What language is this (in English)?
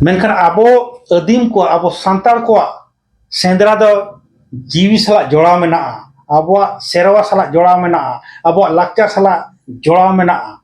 Santali